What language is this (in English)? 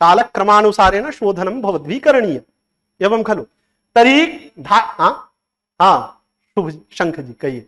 Sanskrit